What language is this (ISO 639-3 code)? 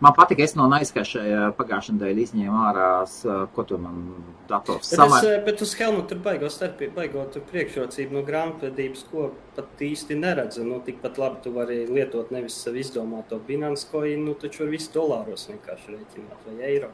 lav